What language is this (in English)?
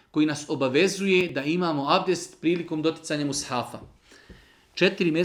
Bosnian